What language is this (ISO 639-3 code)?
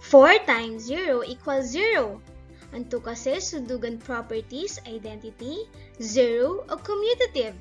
pag